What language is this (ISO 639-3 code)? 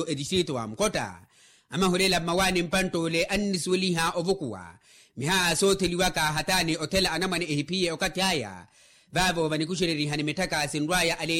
vmw